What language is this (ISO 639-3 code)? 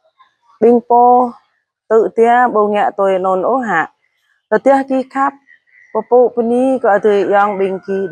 jra